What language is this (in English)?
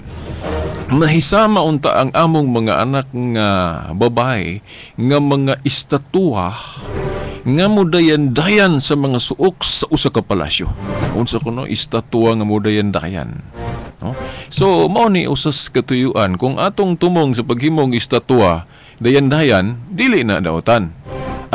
Cebuano